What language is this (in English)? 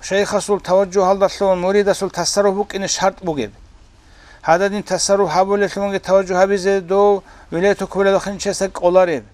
Avaric